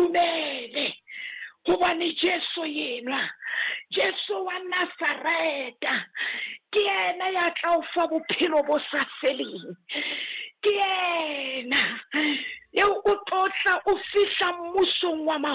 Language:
Southern Sotho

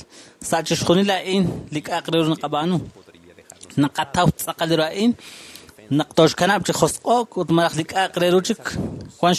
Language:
Kekchí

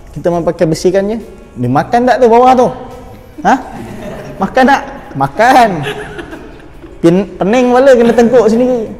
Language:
Malay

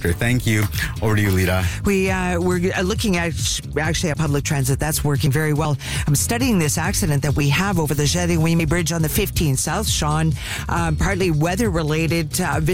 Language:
English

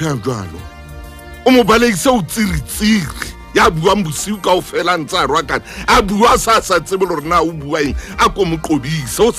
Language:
Southern Sotho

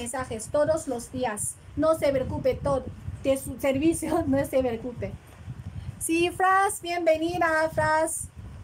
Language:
Spanish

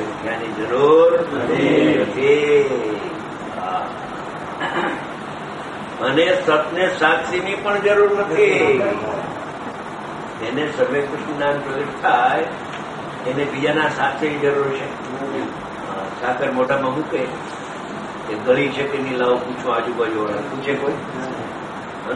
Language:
Gujarati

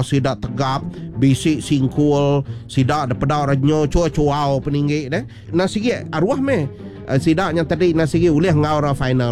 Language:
Iban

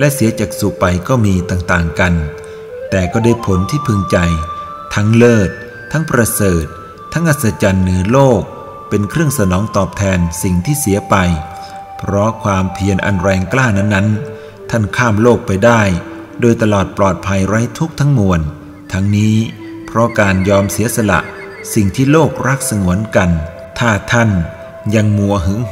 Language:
Thai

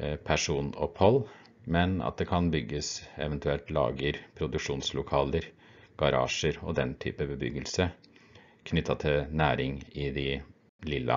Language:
Norwegian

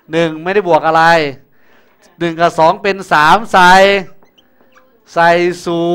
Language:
Thai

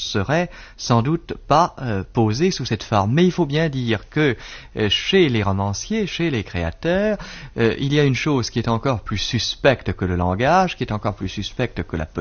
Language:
French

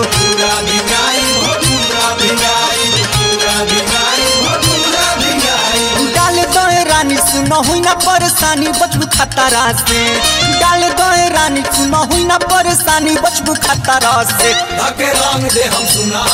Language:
Bhojpuri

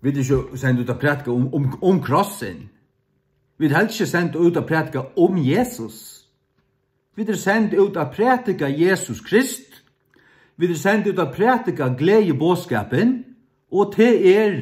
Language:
Faroese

